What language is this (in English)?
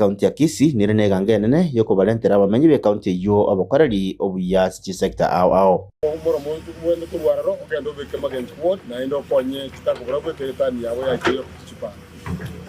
Gusii